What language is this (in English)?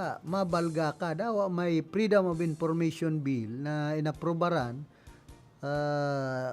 Bikol